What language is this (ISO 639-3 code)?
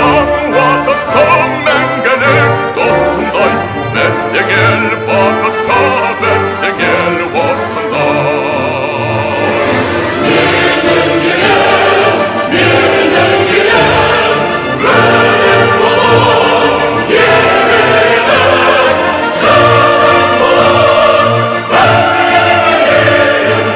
kaz